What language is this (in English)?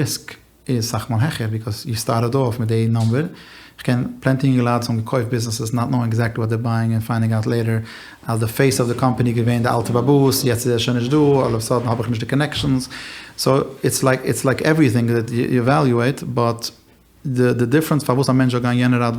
Yiddish